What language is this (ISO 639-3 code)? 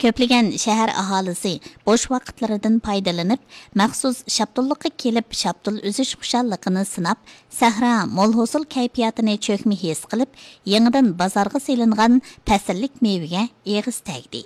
uig